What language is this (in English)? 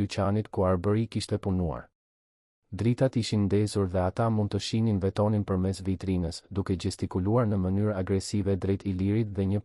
Albanian